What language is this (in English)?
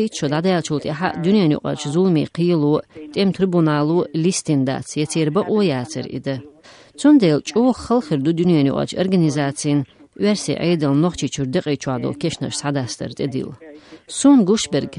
Chechen